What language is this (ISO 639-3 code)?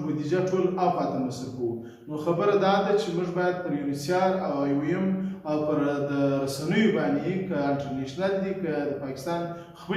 pus